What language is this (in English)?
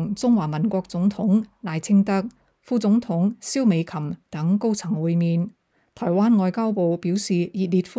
Cantonese